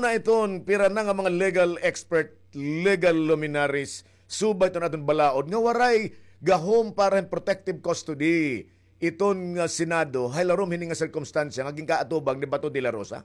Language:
Waray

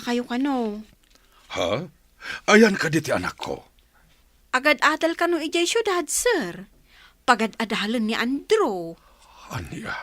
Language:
Iloko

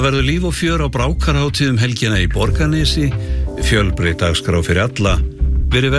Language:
Icelandic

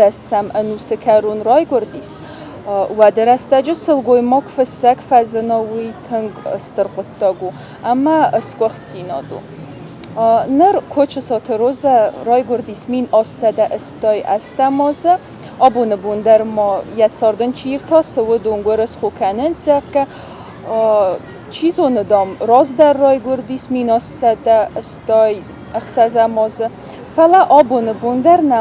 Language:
Ossetic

